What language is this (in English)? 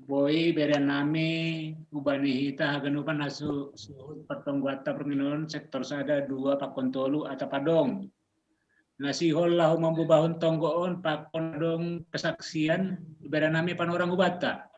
Batak Simalungun